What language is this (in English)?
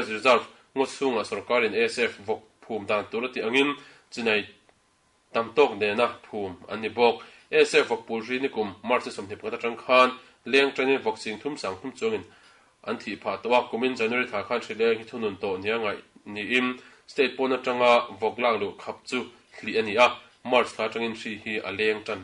Mizo